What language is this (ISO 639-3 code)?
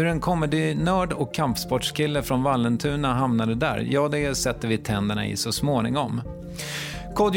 swe